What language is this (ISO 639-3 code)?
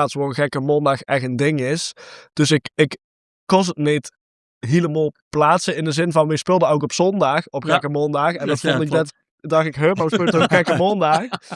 lim